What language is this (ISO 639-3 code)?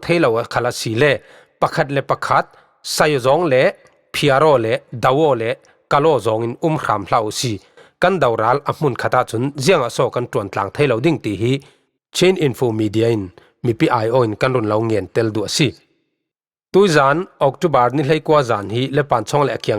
cfm